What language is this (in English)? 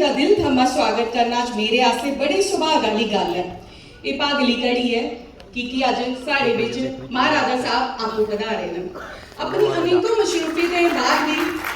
Dogri